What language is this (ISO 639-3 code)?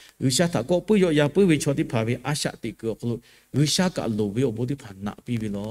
lhu